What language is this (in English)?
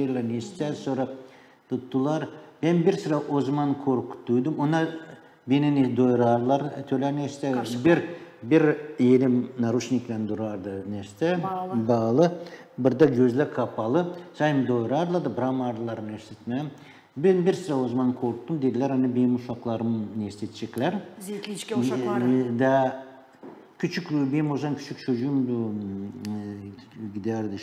Gagauz